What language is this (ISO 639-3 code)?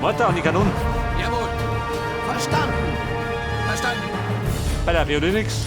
bar